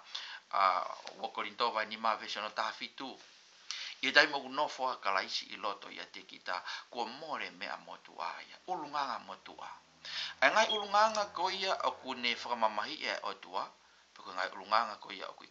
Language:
Tongan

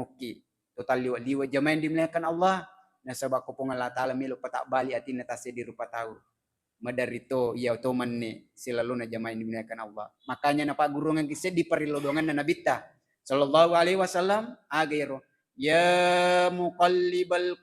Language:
Buginese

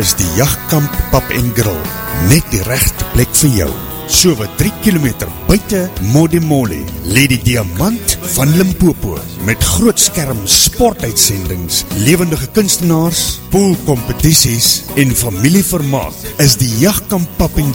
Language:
Afrikaans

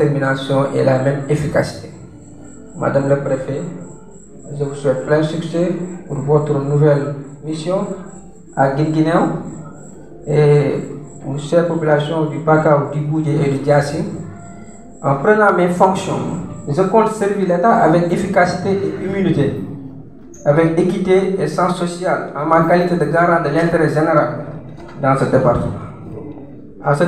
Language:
French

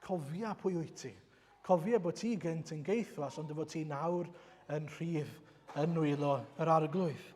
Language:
Welsh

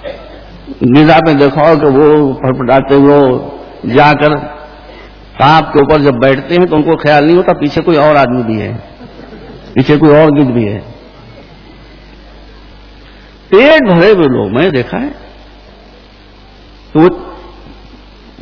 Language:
Urdu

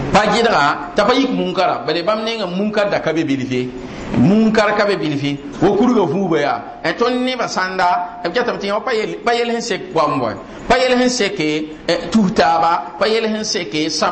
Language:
Mossi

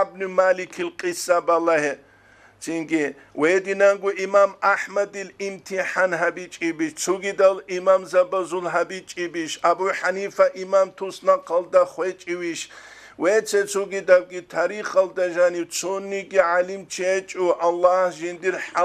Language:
Avaric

